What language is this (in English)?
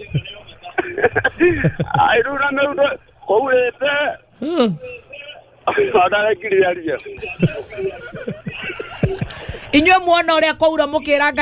Kikuyu